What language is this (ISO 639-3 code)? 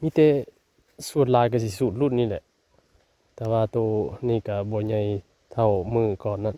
tts